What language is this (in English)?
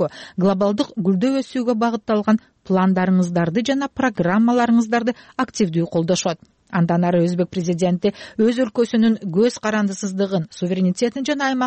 Kyrgyz